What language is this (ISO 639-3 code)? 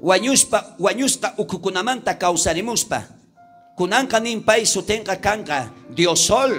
quh